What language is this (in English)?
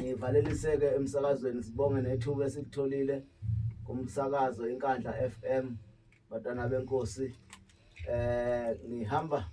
Zulu